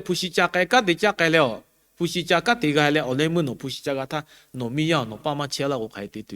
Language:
Lahu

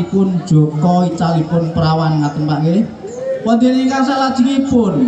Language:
Javanese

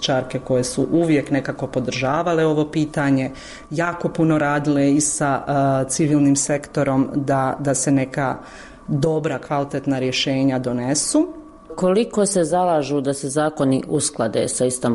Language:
Bosnian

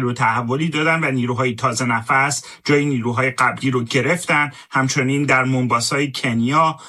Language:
Persian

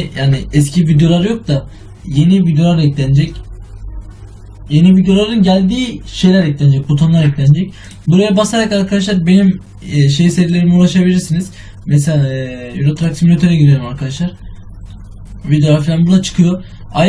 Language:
Turkish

